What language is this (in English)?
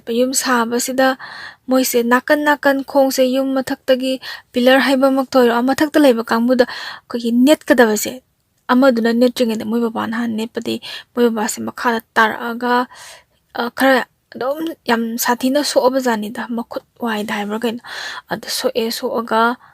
Manipuri